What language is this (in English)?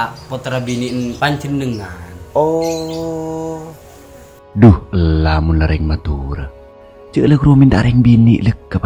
Madurese